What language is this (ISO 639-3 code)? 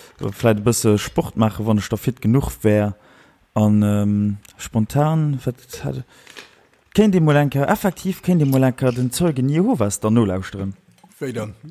ltz